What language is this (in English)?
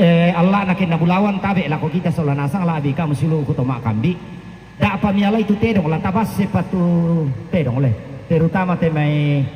Toraja-Sa'dan